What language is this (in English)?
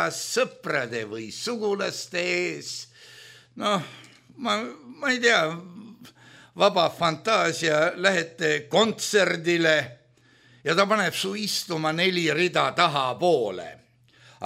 Estonian